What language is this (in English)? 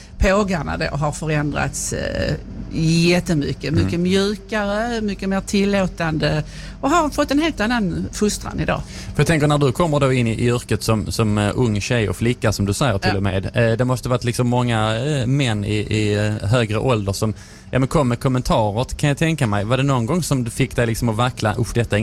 Swedish